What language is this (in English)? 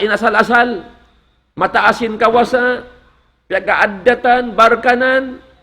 Tausug